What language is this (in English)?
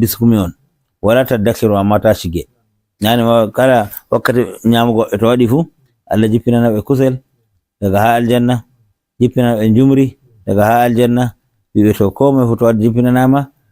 Fula